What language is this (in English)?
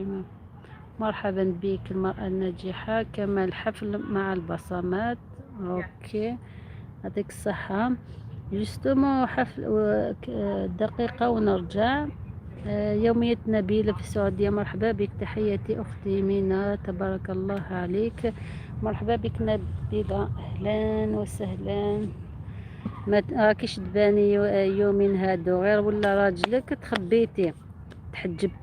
Algerian Arabic